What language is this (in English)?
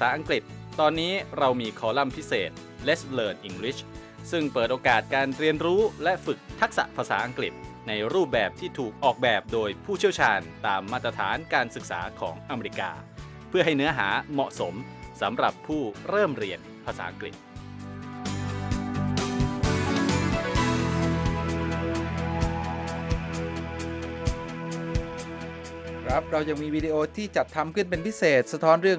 Thai